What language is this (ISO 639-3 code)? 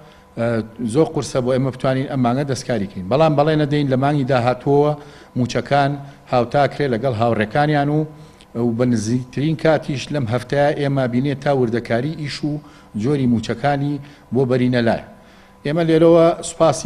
ckb